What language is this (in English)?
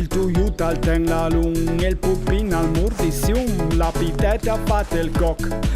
Friulian